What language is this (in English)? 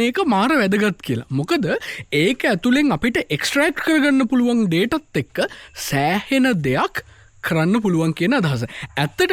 Sinhala